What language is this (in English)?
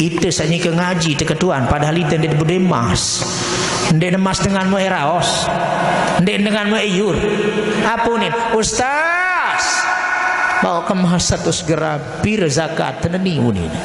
Sasak